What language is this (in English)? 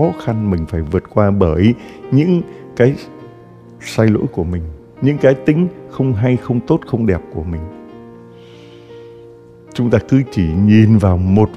Vietnamese